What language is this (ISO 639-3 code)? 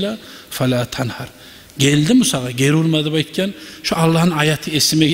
kum